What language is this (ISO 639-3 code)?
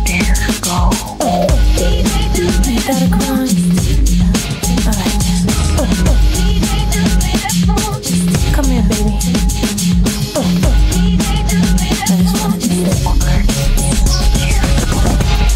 eng